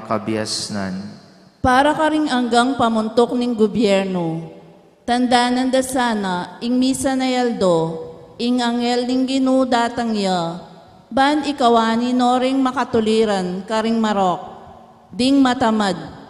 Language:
Pampanga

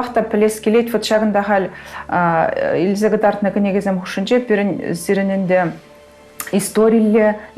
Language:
Chuvash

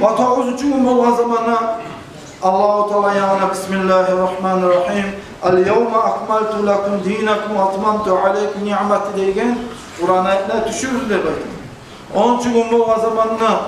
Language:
Kumyk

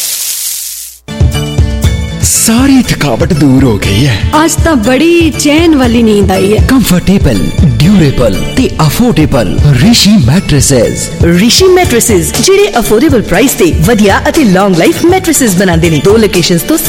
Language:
Punjabi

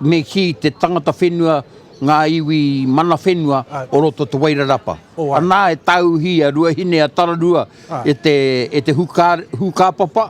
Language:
Māori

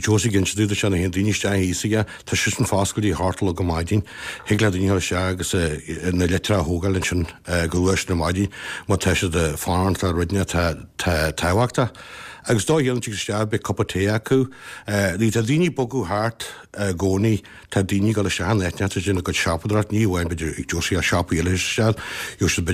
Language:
Irish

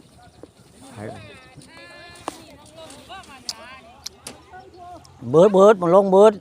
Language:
Northeastern Thai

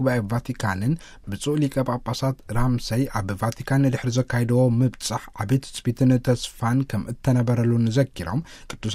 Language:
Tigrinya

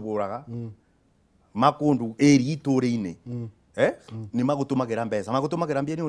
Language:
Kikuyu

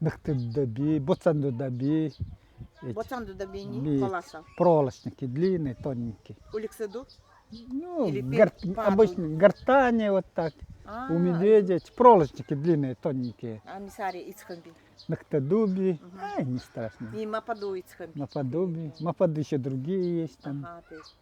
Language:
Nanai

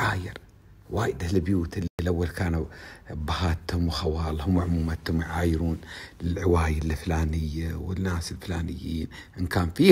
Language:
Gulf Arabic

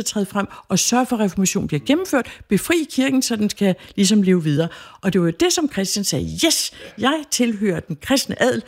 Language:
Danish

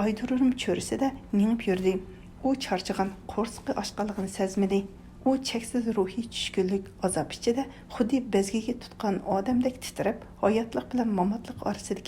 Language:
Uyghur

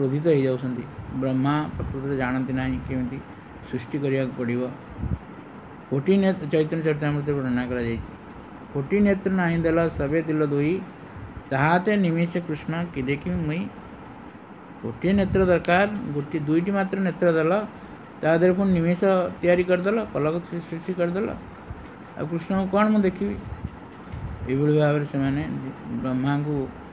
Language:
Odia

